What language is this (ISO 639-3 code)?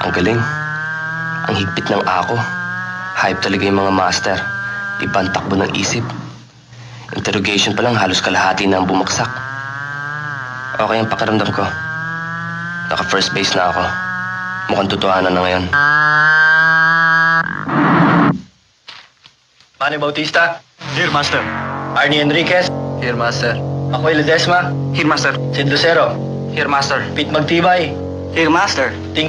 fil